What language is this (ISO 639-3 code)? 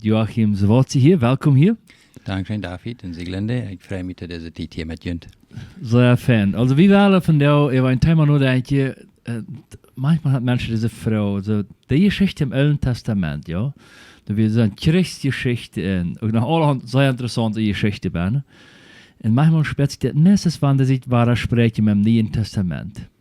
pdt